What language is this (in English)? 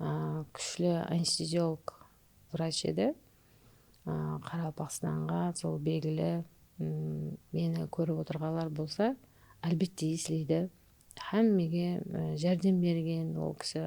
Kara-Kalpak